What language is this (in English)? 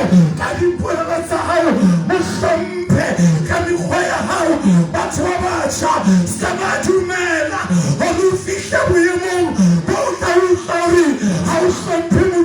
Southern Sotho